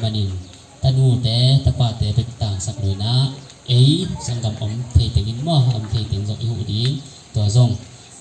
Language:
Tedim Chin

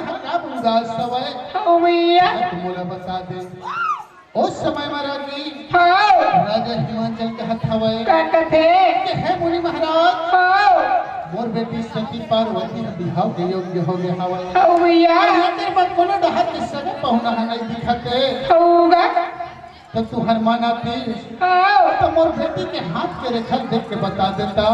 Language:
Chhattisgarhi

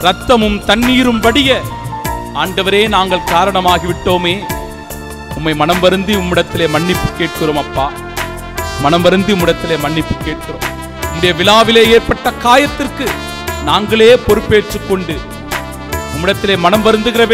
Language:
Tamil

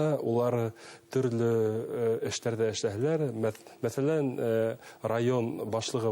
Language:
Bashkir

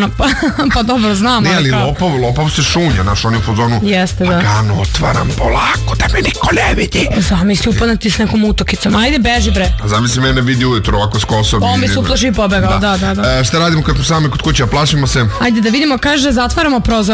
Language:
Serbian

